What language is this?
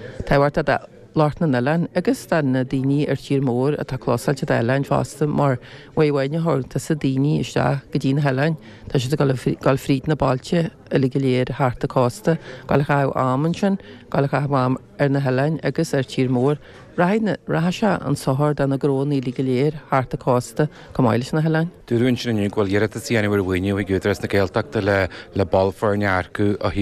Irish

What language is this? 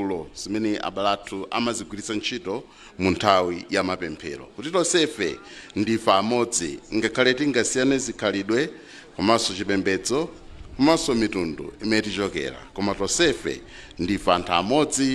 Nyanja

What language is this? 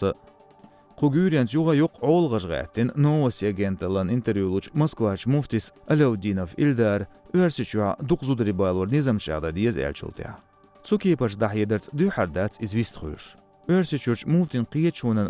Chechen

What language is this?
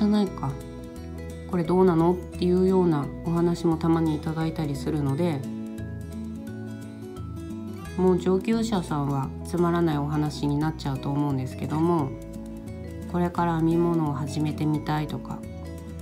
Japanese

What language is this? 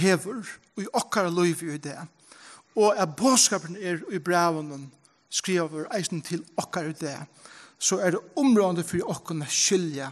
Faroese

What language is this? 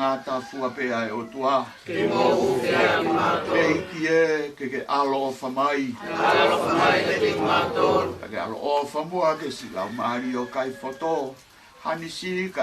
Tongan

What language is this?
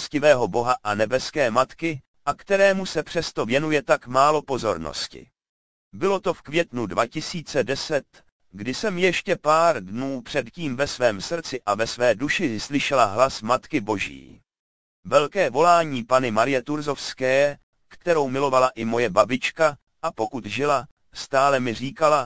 Czech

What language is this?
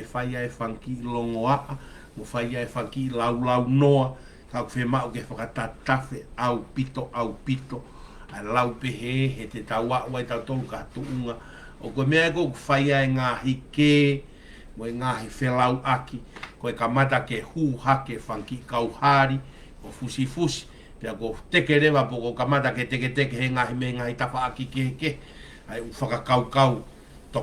Tongan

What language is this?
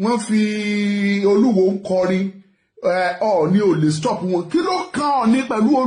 Yoruba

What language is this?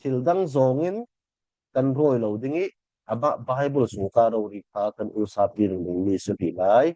Falam Chin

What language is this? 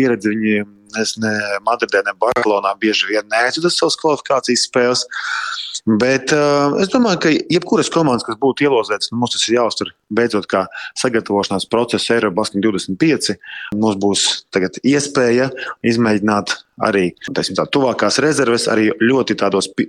Latvian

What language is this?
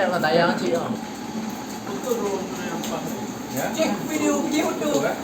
Achinese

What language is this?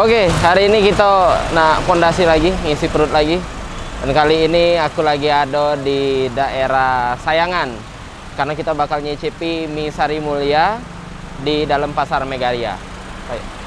Musi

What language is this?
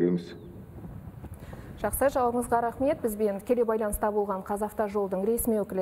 Kazakh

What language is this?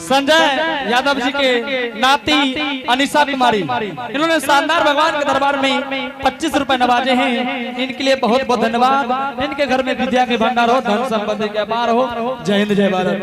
Angika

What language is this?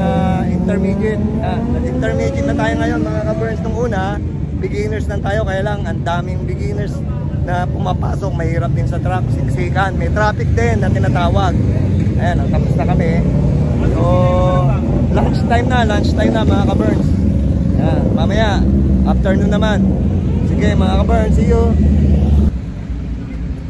Filipino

